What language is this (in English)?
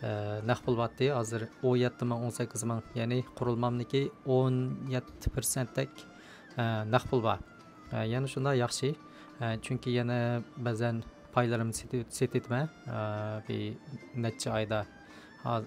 Uyghur